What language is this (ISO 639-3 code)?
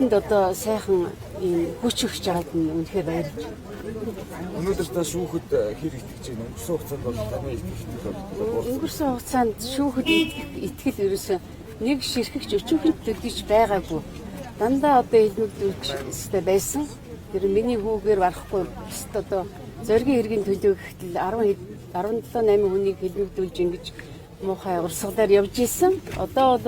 mon